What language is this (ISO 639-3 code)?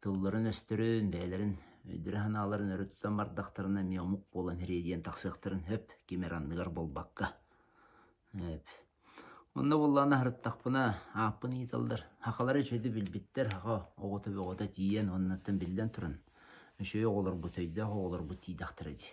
sah